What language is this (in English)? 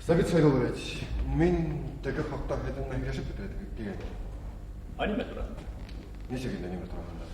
Bashkir